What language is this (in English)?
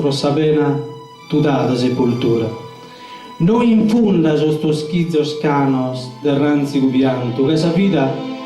Sardinian